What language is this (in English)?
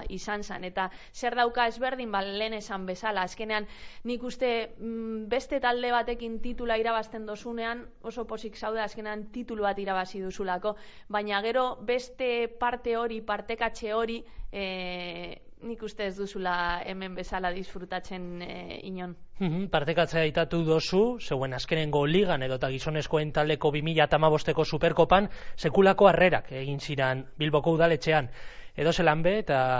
Basque